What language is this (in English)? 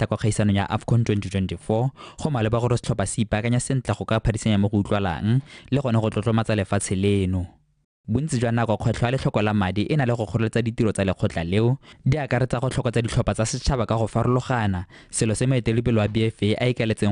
Tswana